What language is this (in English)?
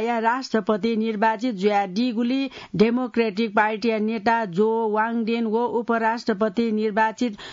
Newari